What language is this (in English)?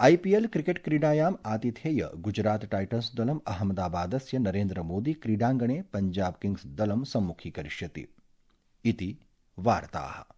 Sanskrit